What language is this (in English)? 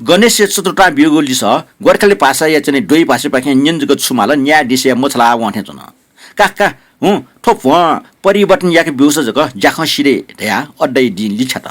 Newari